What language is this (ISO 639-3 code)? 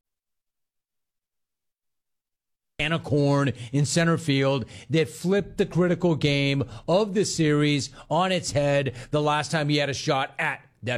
eng